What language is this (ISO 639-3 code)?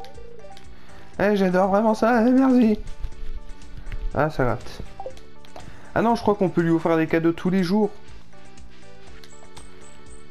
fra